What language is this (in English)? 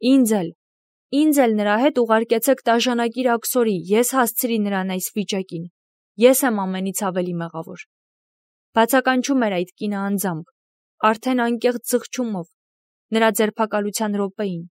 Armenian